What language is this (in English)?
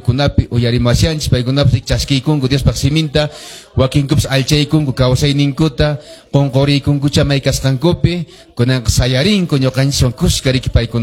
Quechua